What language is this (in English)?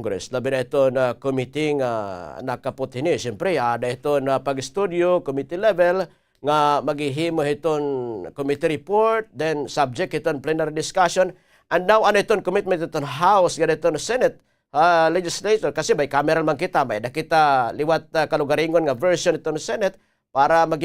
Waray